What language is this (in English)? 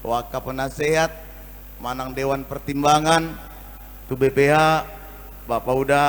Batak Toba